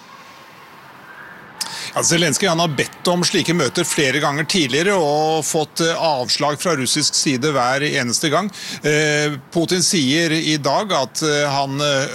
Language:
Norwegian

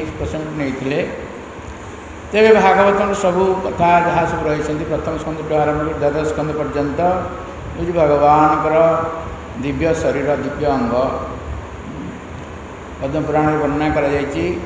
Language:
Odia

